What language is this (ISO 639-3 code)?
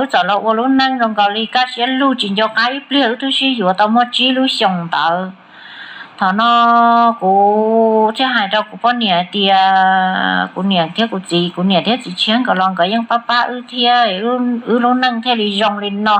hmn